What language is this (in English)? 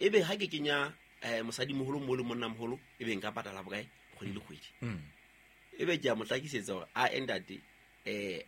Southern Sotho